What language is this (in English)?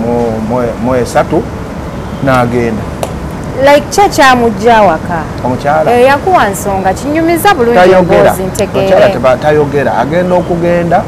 Ganda